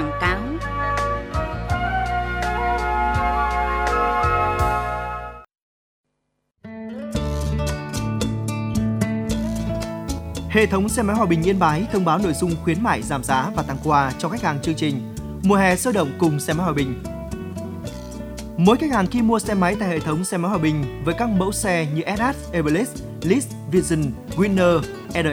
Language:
Vietnamese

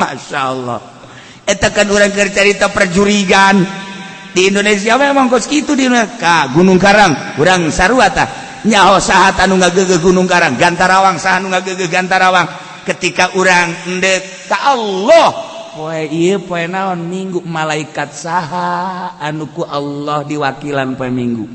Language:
Sundanese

